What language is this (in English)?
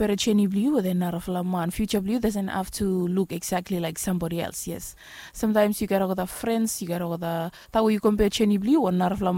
Bislama